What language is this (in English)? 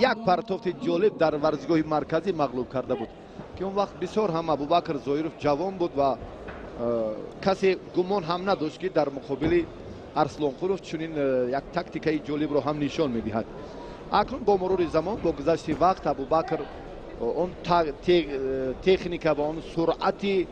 Tajik